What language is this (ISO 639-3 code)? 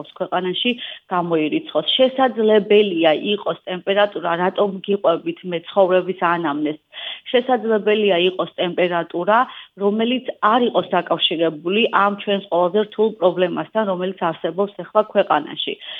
kat